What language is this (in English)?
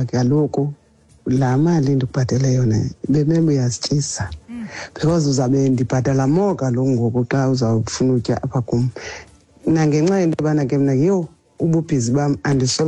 Xhosa